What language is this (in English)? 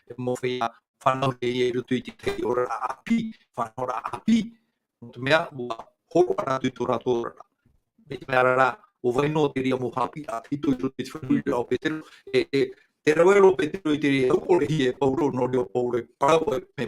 Tahitian